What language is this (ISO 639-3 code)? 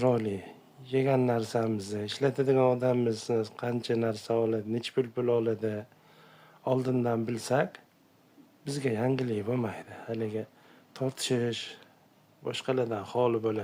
uzb